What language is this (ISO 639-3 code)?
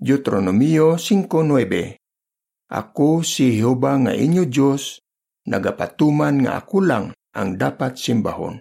hil